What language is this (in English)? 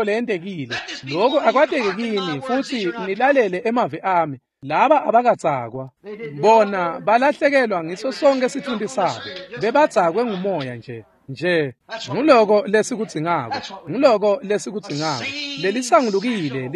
Swati